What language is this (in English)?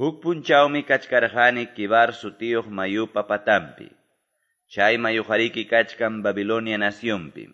Quechua